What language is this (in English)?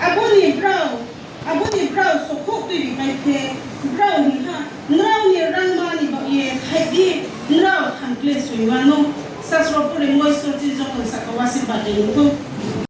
Riang (India)